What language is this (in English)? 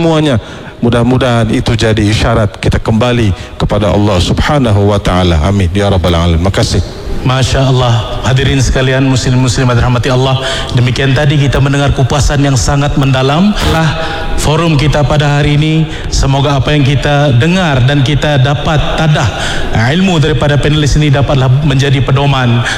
Malay